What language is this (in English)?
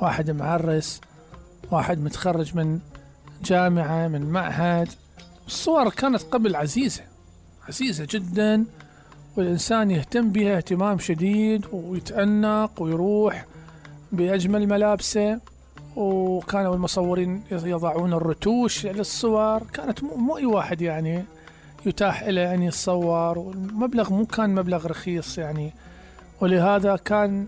Mesopotamian Arabic